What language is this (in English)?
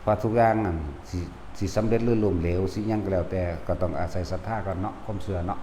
Northeastern Thai